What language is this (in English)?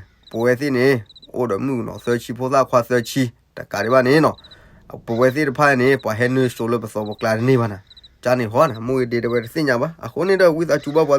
S'gaw Karen